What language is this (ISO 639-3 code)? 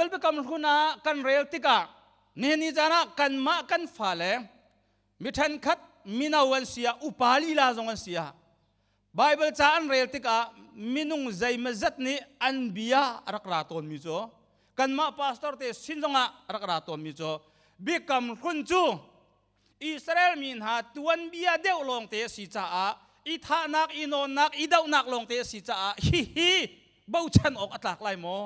cnh